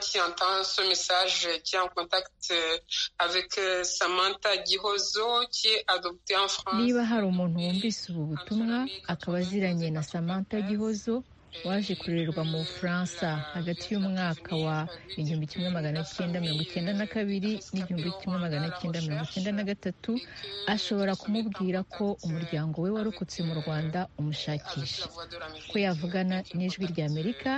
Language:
Kinyarwanda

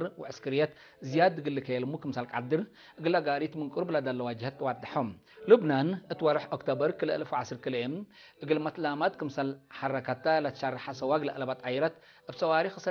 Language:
Tigre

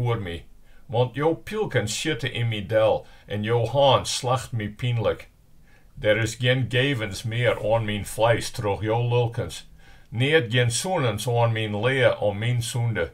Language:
Western Frisian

